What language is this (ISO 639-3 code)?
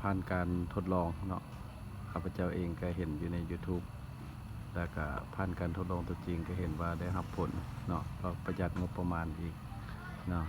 lao